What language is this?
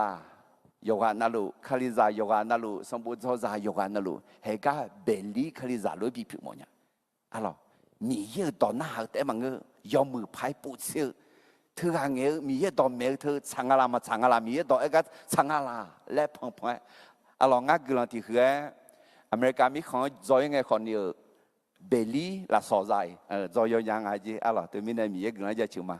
Akha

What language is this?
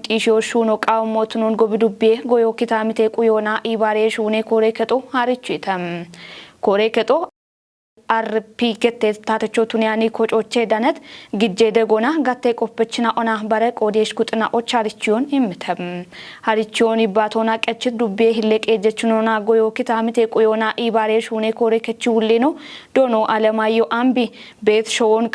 Kafa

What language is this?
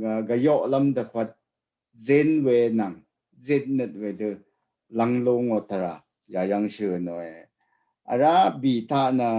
Rawang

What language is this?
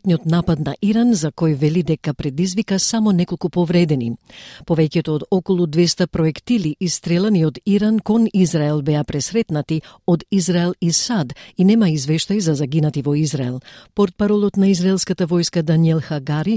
Macedonian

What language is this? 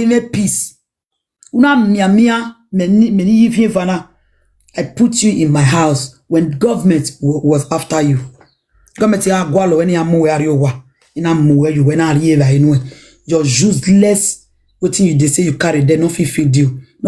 Nigerian Pidgin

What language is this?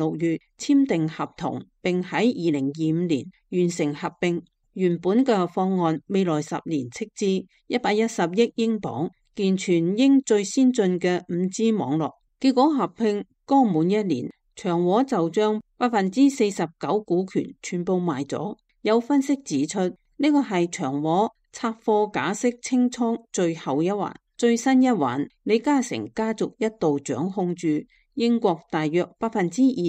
Cantonese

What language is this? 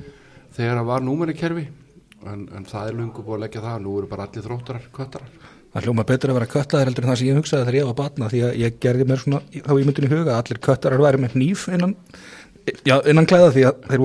Icelandic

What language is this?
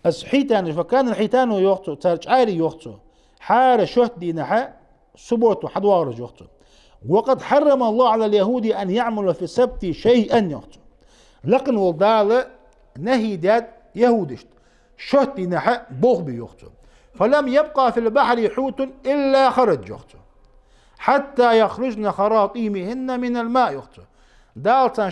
Ingush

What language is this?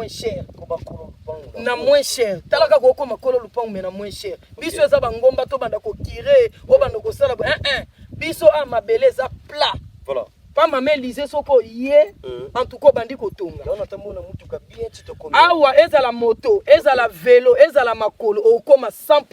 Lingala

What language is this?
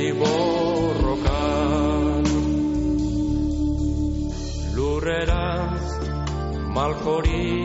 Basque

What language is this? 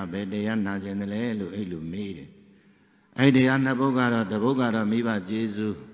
Burmese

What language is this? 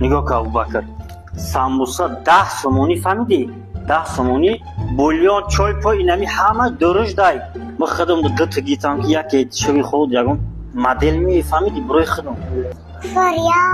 Tajik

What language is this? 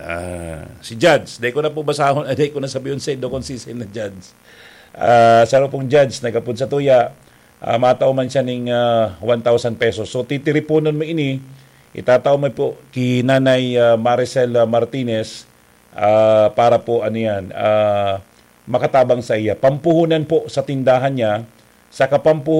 Bikol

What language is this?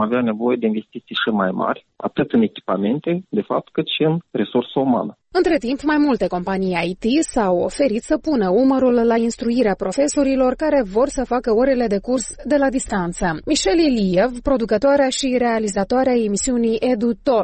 Romanian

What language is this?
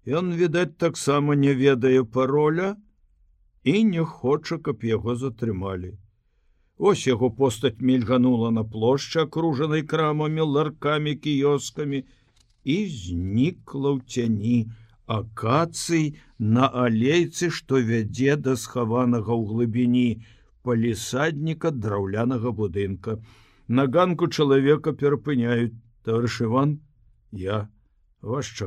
Belarusian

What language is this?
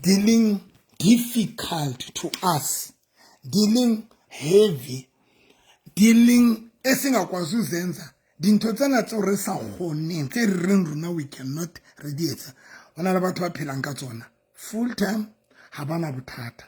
Southern Sotho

